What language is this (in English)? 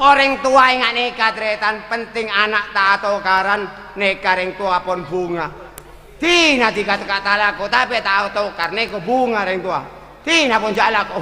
Madurese